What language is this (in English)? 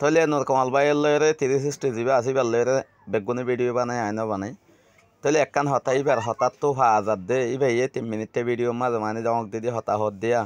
Rohingya